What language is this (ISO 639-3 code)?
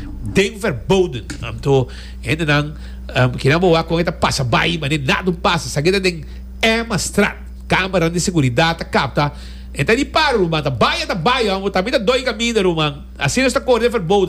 pap